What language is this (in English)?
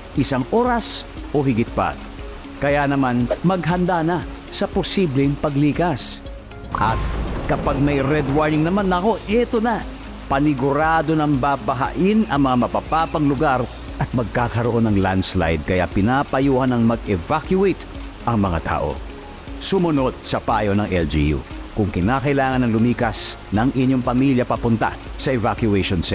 Filipino